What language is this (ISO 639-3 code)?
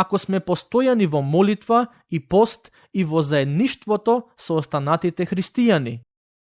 mkd